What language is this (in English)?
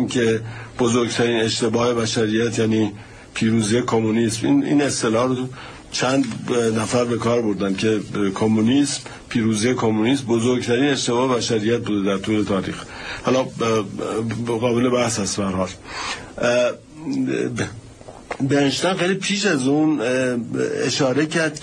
Persian